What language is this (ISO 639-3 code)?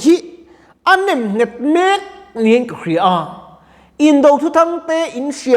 lus